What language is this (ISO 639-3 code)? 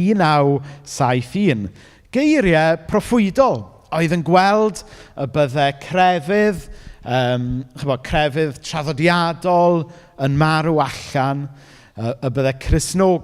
cym